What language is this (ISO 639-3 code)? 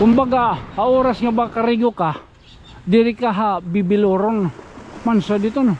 war